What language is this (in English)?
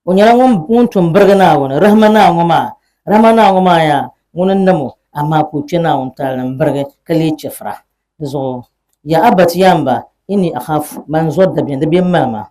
Dagbani